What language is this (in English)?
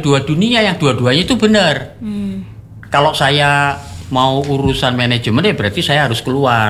Indonesian